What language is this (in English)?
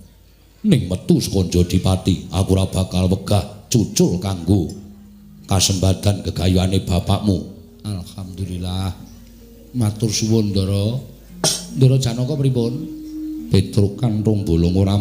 Javanese